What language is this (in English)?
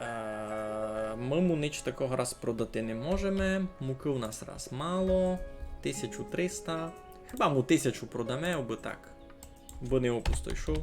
Rusyn